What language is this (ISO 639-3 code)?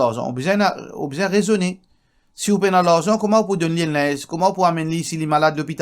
mfe